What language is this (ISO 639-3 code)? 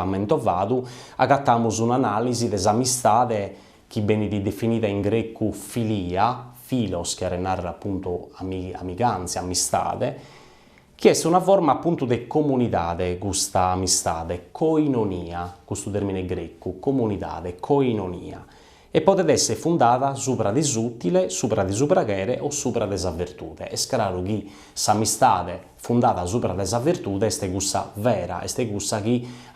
srd